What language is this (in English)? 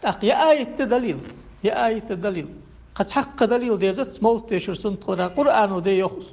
Ingush